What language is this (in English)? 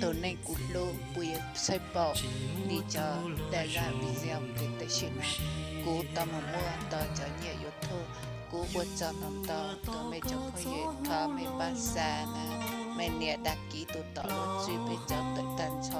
Hmong